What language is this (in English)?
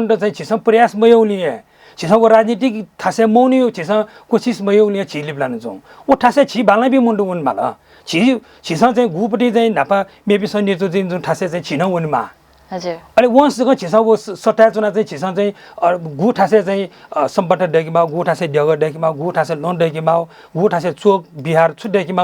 Newari